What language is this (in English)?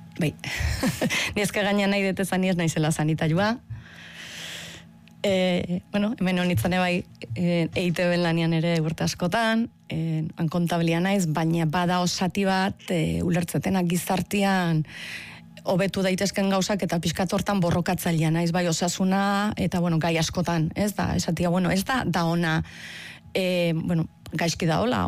Basque